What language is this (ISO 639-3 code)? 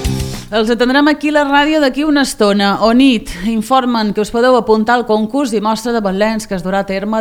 cat